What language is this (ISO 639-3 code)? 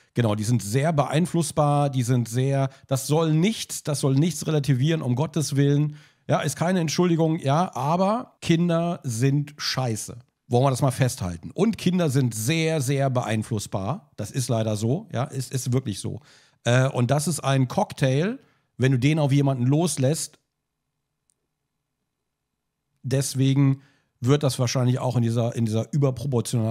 deu